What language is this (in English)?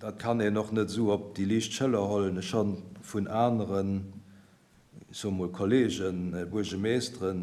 Luxembourgish